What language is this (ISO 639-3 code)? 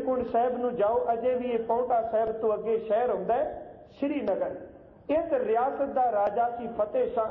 pan